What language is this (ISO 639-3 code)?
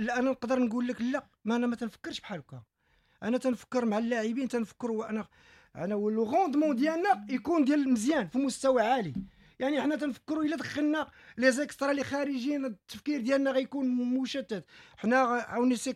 ary